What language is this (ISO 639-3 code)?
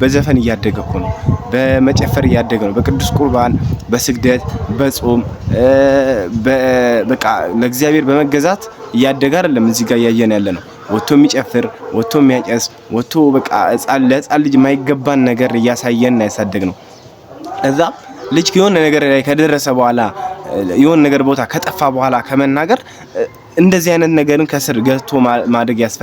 amh